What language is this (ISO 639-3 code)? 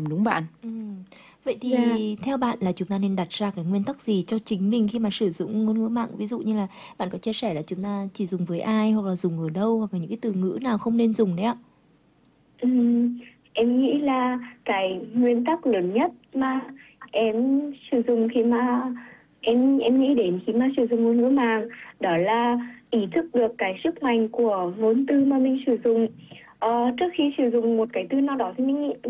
vie